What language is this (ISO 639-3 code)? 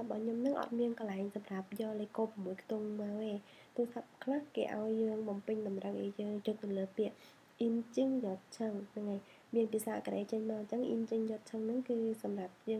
khm